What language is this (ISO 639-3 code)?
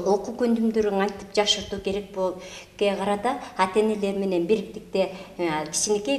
kir